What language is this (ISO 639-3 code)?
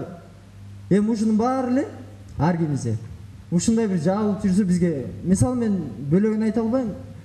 kir